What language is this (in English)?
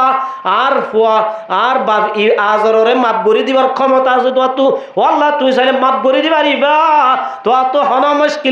Rohingya